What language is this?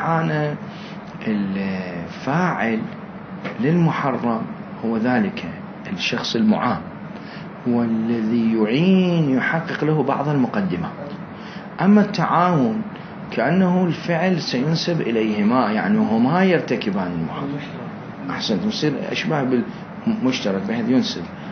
Mesopotamian Arabic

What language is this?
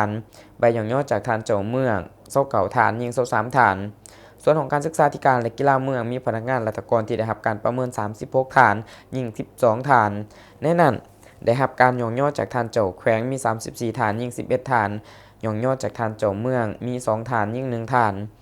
Lao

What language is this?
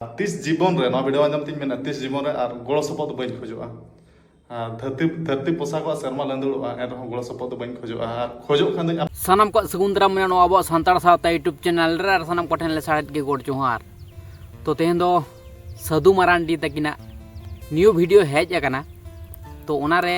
Santali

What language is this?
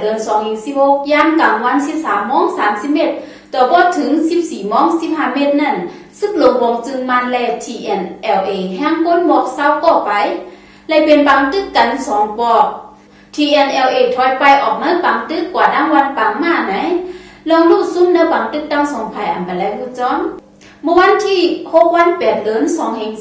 Shan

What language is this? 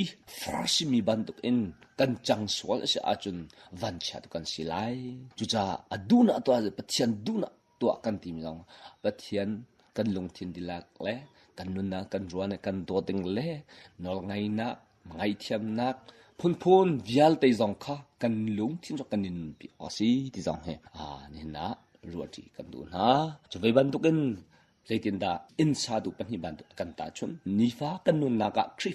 Hakha Chin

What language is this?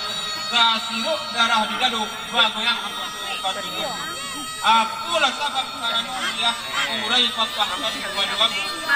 Minangkabau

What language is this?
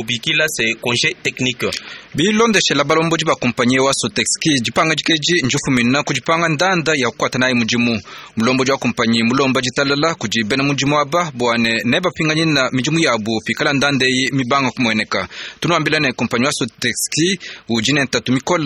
Luba-Lulua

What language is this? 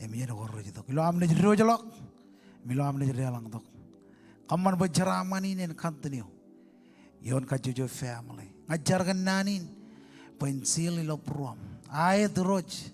Marshallese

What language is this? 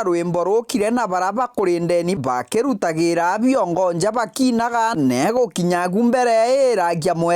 Meru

